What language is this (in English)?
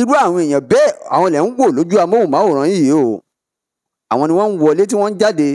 Yoruba